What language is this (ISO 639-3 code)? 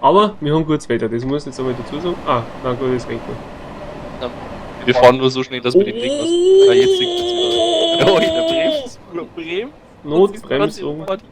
bar